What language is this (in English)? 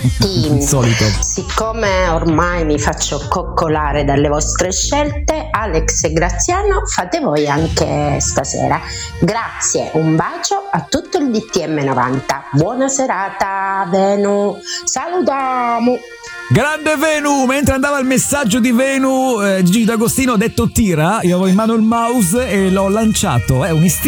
Italian